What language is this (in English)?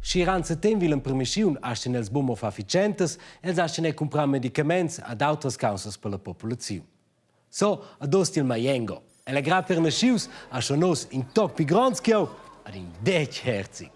Romansh